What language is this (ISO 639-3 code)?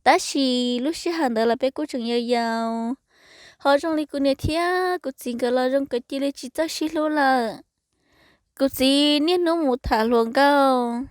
hmn